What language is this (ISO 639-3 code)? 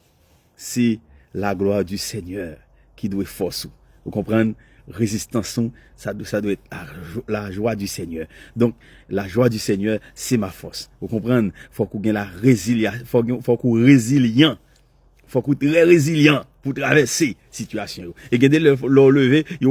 hat